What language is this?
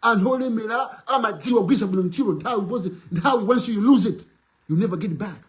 Nyanja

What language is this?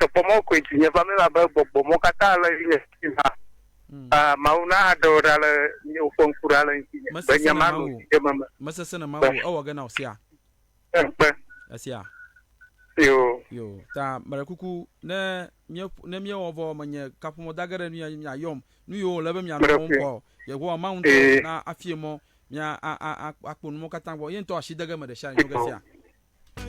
Ewe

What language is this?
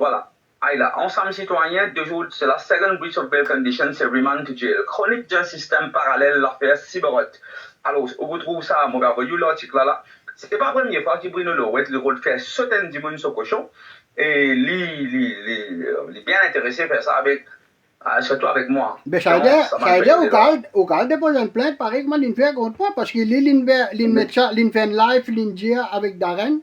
Morisyen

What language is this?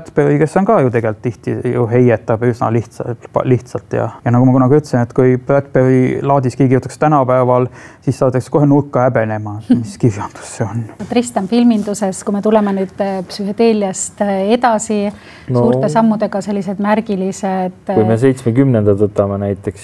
Estonian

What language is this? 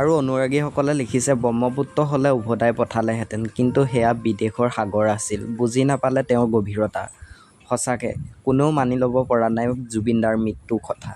Assamese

